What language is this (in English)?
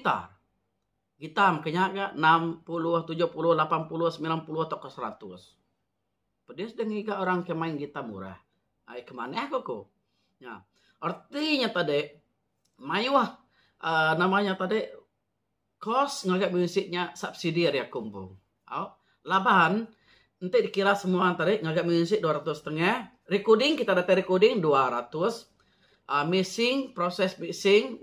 Iban